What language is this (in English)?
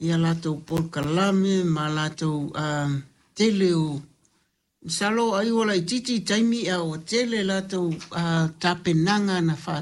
Samoan